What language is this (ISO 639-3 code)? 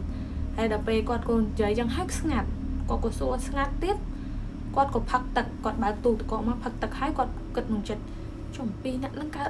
khm